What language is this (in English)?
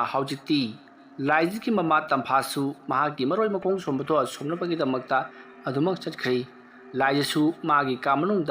Manipuri